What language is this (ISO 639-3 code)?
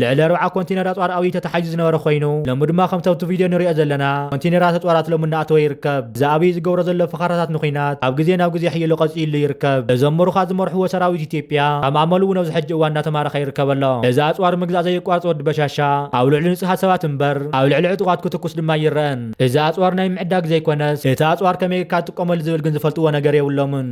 tir